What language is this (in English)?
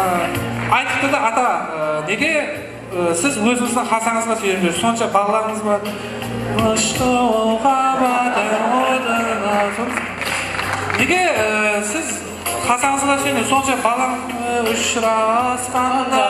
Kara-Kalpak